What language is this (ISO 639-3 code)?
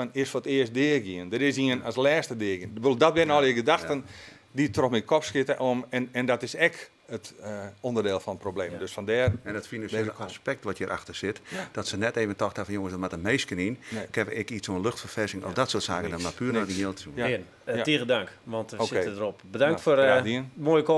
fry